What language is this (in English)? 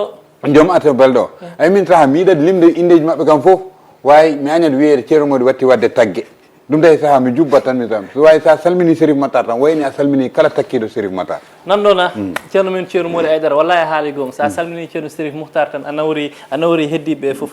Fula